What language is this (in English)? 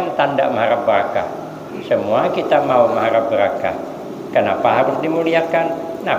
Banjar